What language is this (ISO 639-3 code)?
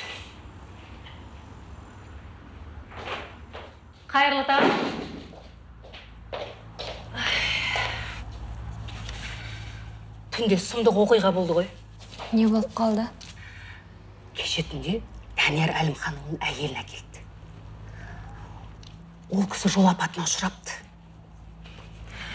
kaz